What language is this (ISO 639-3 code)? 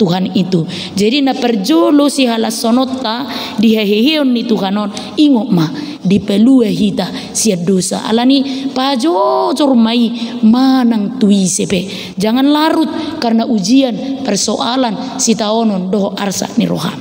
bbc